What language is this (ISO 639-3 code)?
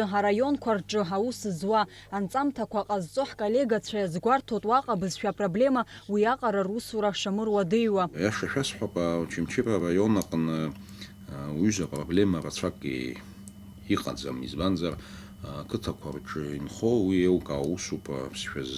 abk